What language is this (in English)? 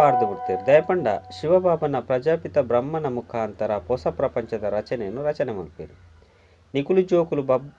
Tulu